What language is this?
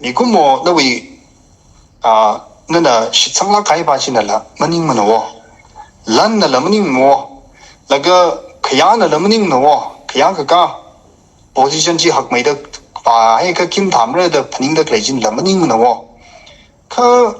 Tangkhul Naga (India)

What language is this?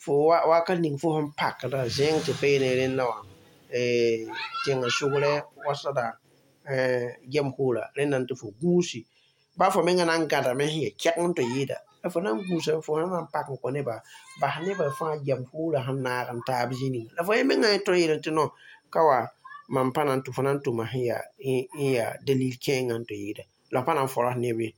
Mossi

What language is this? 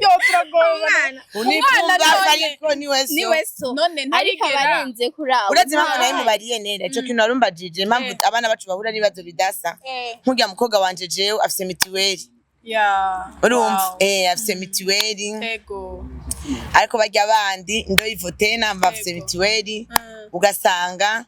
Rundi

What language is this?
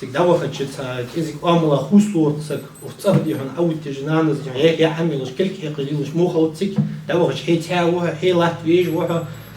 Ingush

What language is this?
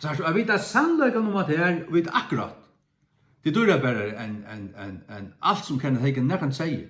Faroese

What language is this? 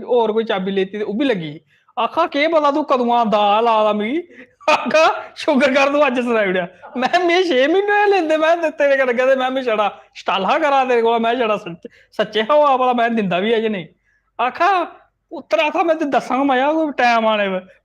Dogri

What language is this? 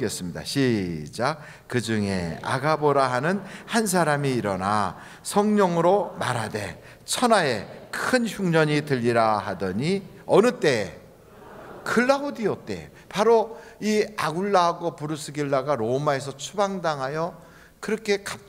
Korean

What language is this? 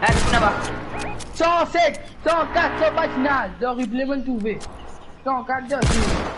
Morisyen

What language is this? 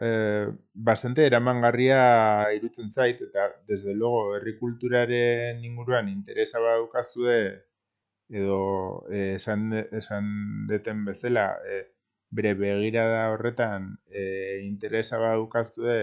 Basque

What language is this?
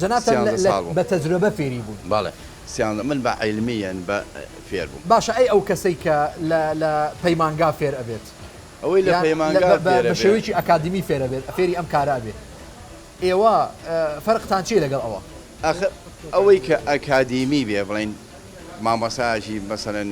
Central Kurdish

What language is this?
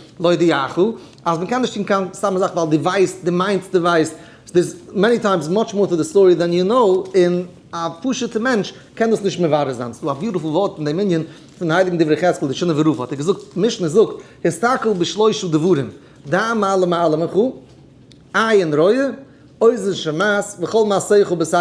Yiddish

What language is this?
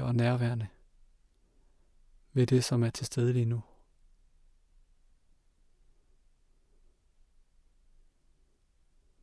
Danish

